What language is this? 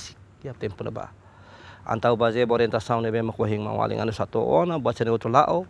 Tetum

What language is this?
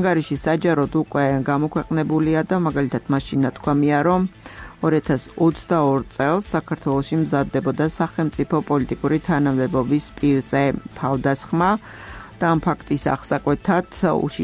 Georgian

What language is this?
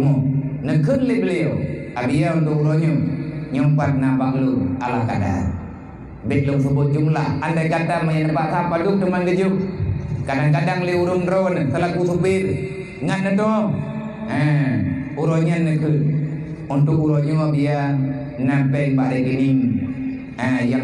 Achinese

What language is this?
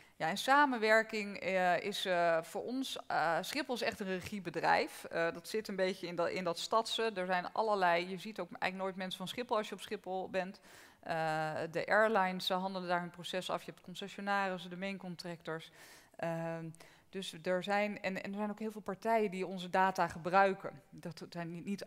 Dutch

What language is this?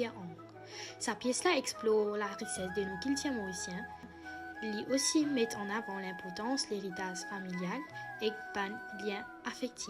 Morisyen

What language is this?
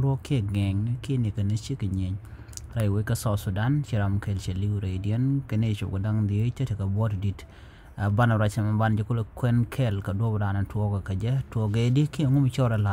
Nuer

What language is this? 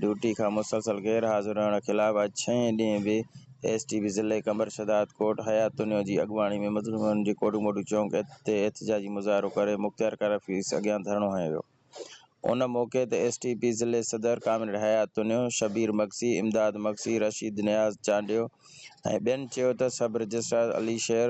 Sindhi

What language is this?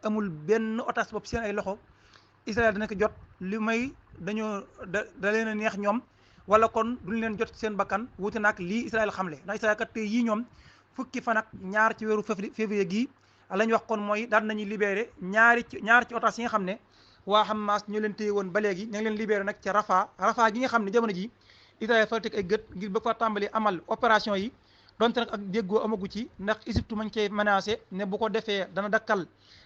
Wolof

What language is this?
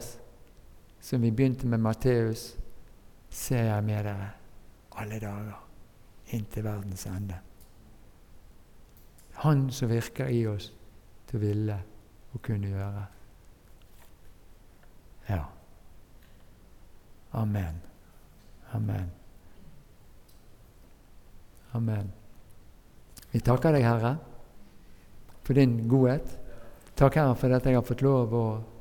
Norwegian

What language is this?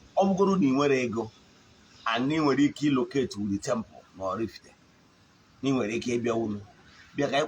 Igbo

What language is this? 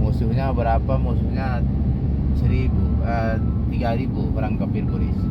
Banjar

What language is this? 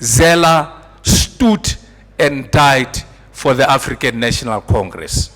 Tswana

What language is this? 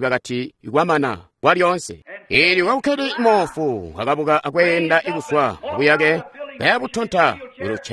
Tonga (Zambia)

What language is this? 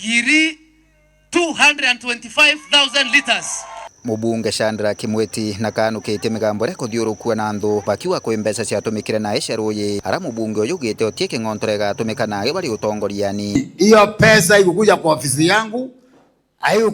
Meru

